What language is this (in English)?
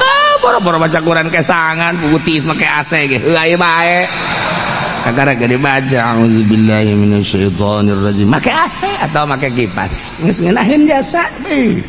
Sundanese